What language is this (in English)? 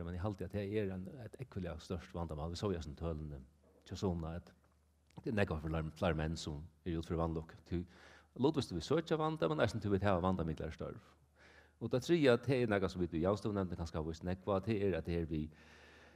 Faroese